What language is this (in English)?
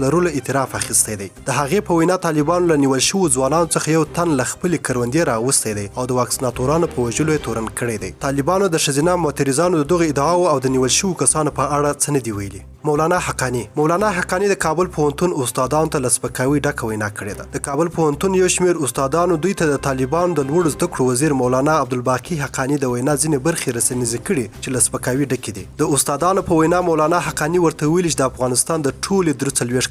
Pashto